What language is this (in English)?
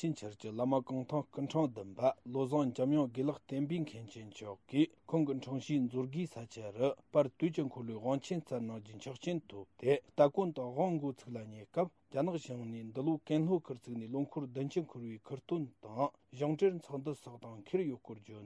Tibetan